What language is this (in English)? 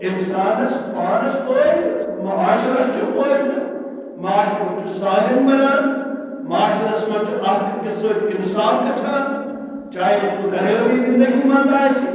Kashmiri